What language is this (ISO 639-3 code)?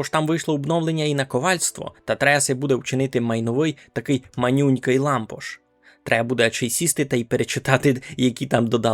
rue